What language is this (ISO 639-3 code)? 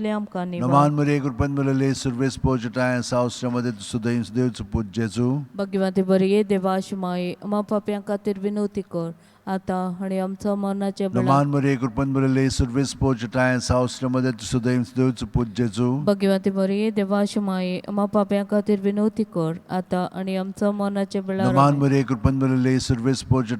kok